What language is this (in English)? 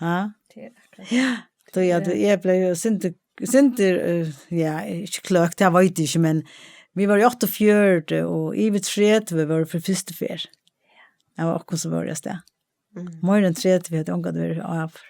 Faroese